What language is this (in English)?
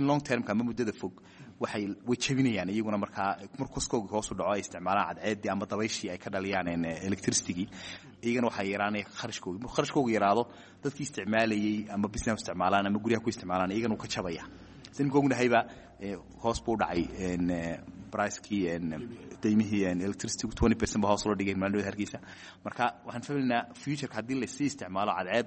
Somali